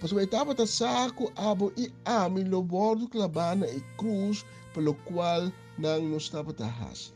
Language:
Papiamento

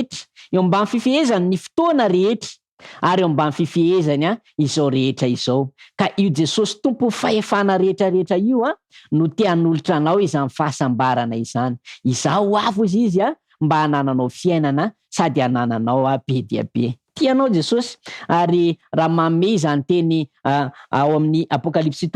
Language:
Malagasy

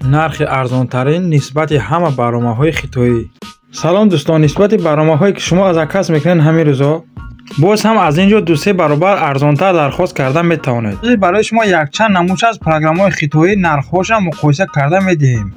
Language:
Tajik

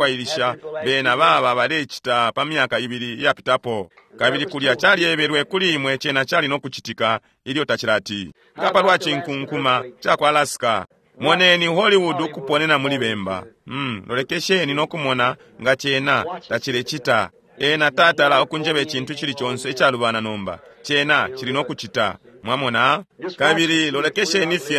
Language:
Bemba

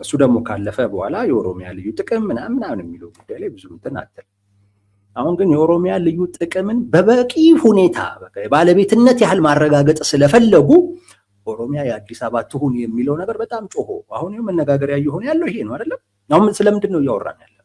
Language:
Amharic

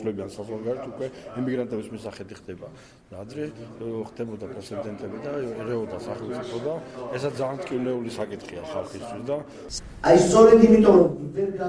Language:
Georgian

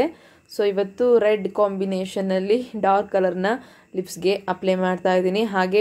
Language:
Kannada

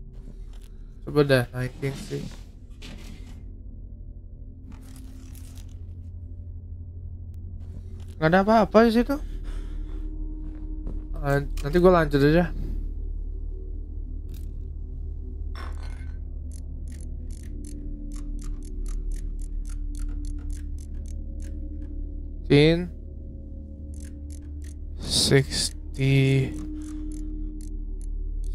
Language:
Indonesian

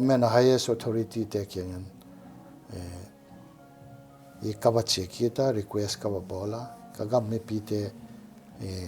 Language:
Paite Chin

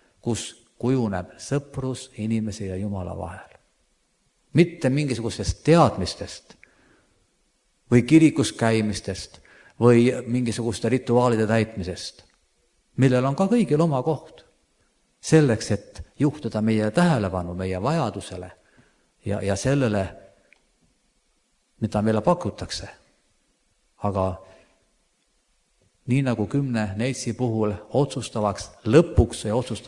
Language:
Estonian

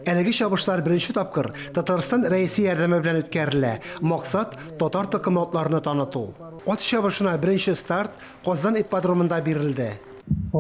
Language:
Tatar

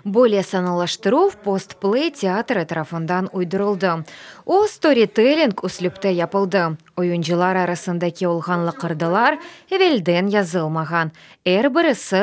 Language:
Crimean Tatar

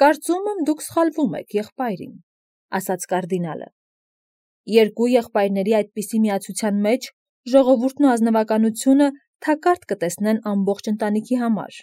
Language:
Armenian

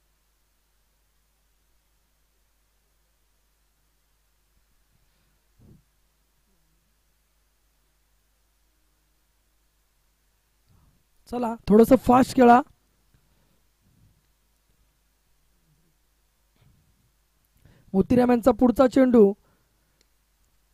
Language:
Marathi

